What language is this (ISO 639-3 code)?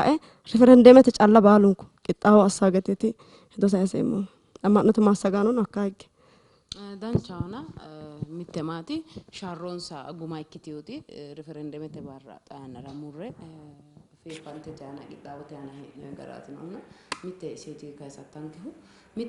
sid